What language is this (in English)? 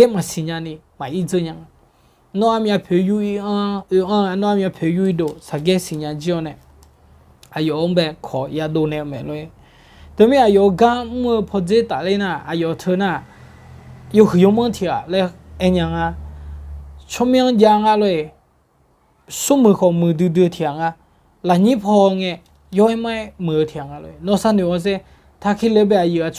Akha